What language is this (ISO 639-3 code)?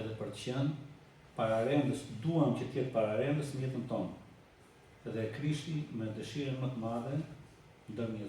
sqi